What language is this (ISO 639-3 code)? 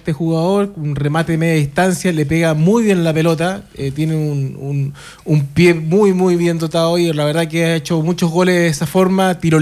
spa